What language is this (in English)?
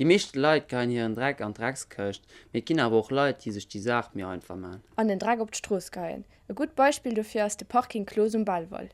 Luxembourgish